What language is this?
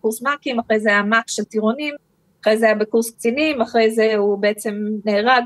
Hebrew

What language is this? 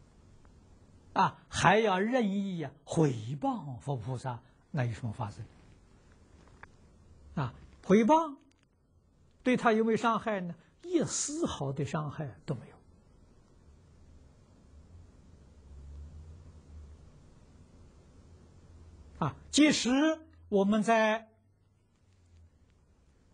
Chinese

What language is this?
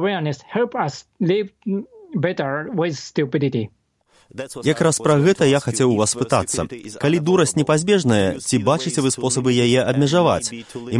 Belarusian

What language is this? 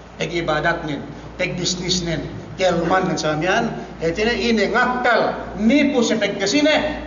Yakan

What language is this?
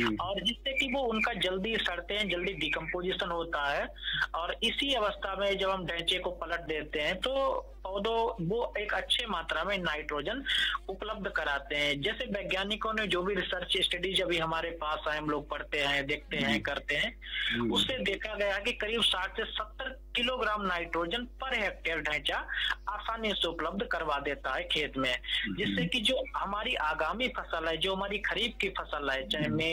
Hindi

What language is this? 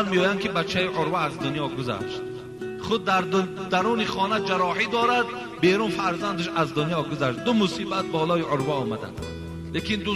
Tajik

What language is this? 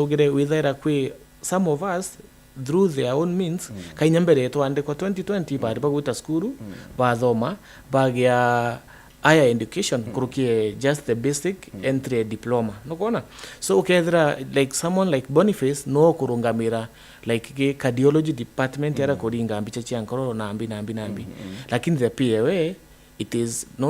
Meru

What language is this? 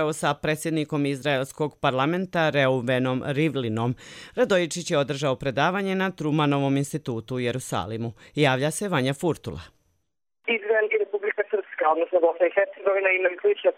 Croatian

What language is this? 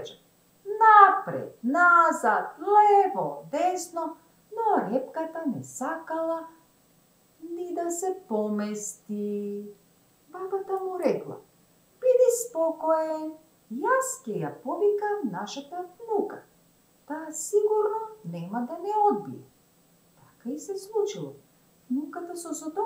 Macedonian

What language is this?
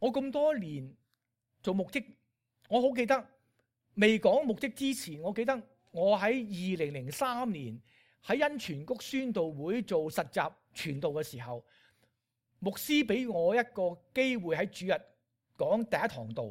Cantonese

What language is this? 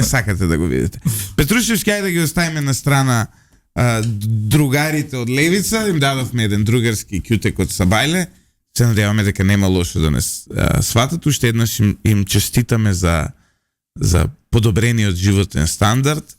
Macedonian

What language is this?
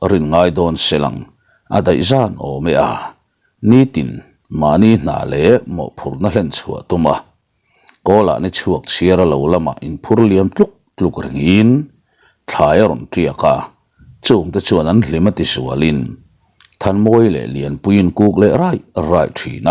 Mizo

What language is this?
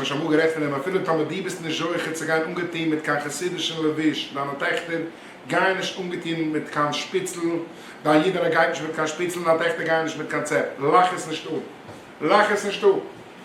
Yiddish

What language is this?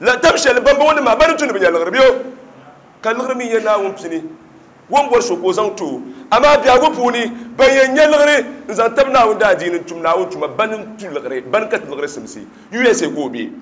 Dagbani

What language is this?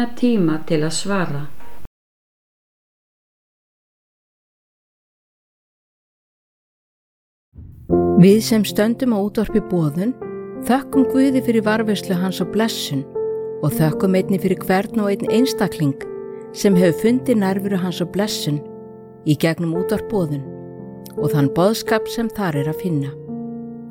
Icelandic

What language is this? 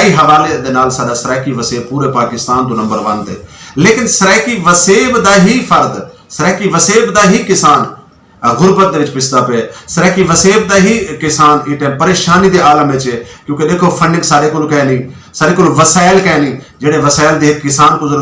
Western Panjabi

